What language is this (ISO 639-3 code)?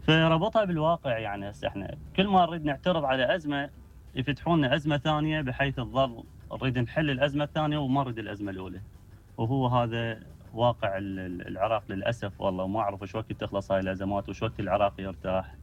acm